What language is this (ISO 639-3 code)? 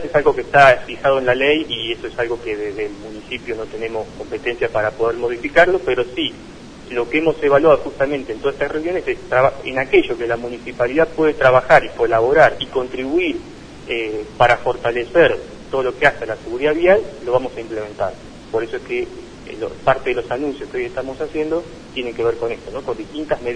spa